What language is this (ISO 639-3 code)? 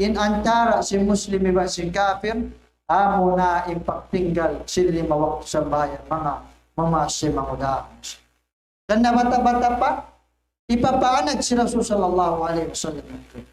tsg